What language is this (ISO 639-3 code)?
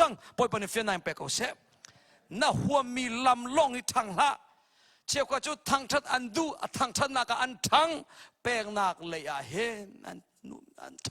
cnh